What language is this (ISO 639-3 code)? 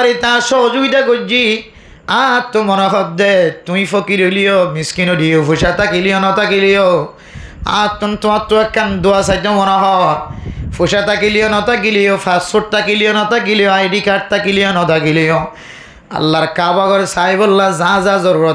rhg